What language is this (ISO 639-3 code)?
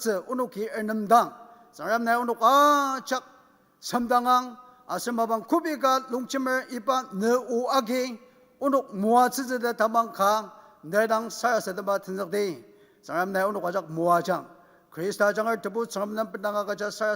njo